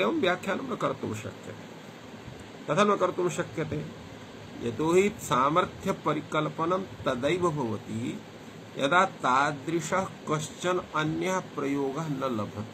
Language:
Sanskrit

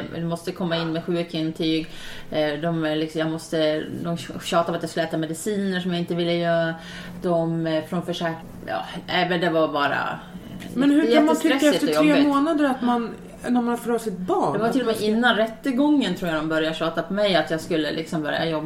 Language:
Swedish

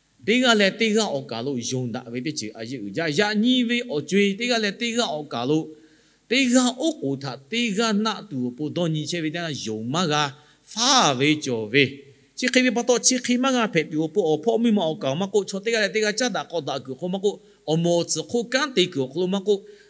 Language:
Lahu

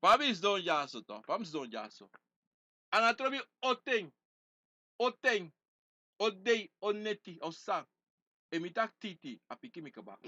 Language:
Sranan Tongo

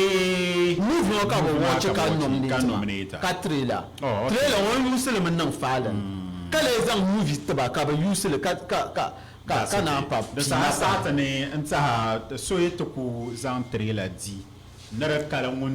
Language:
Dagbani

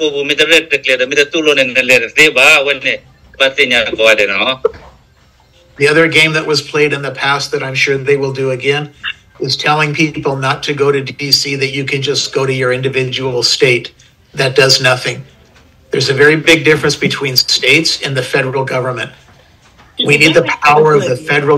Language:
S'gaw Karen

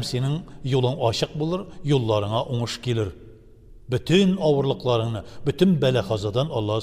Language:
Tatar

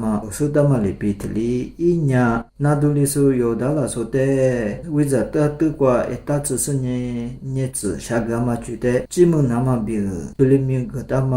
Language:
Lisu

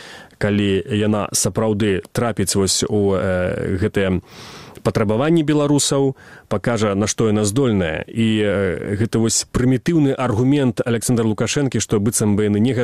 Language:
Belarusian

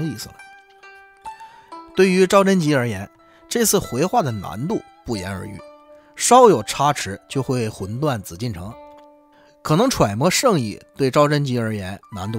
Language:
Chinese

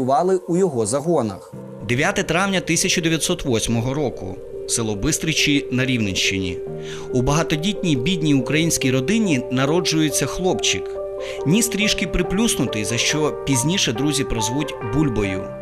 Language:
Ukrainian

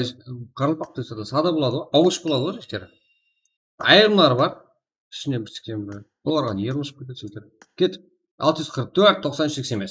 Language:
Kara-Kalpak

